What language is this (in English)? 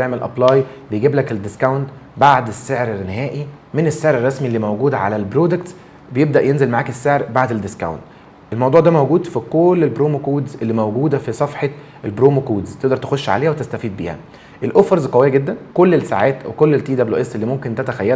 Egyptian Arabic